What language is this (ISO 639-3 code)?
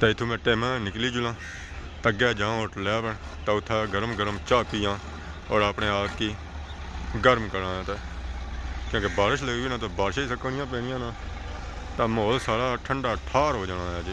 phr